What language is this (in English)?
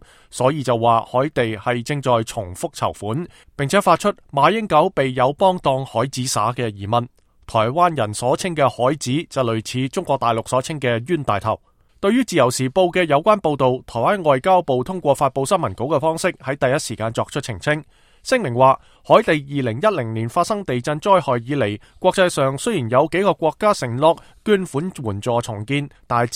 Cantonese